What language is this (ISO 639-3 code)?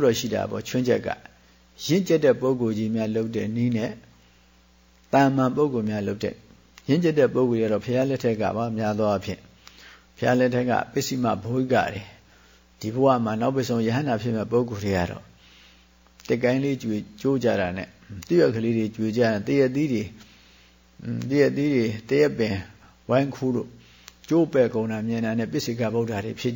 mya